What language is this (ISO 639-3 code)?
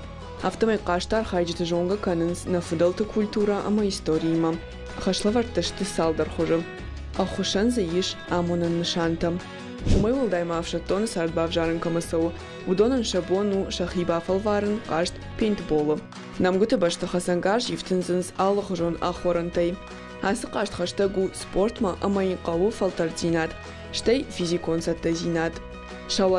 oss